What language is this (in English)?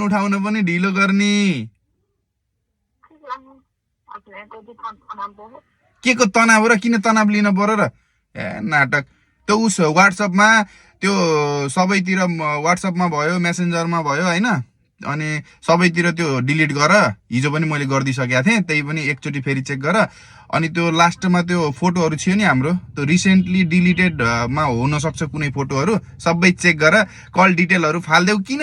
Nepali